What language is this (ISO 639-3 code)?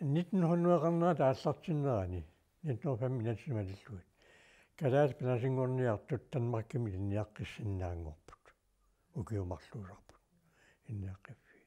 kal